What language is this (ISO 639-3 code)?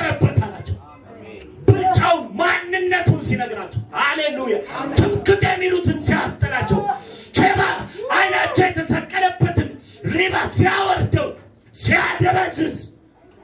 amh